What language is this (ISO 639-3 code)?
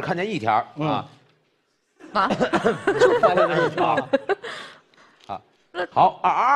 zho